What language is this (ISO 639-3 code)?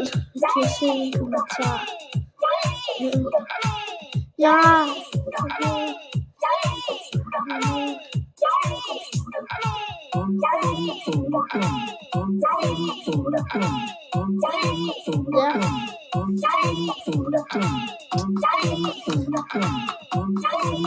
dan